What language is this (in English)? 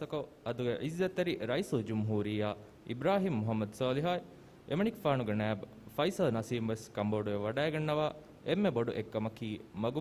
Divehi